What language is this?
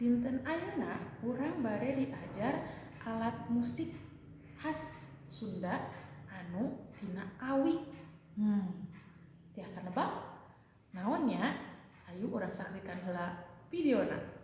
Sundanese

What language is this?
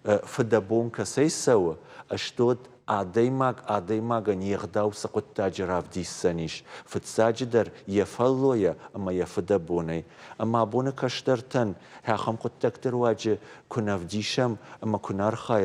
Ossetic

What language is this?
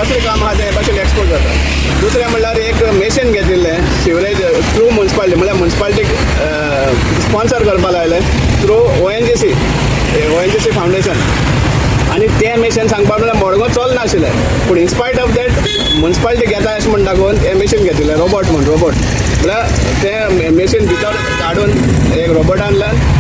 Konkani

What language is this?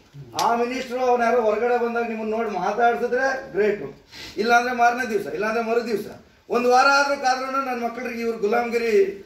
Kannada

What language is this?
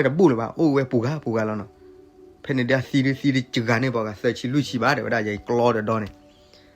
S'gaw Karen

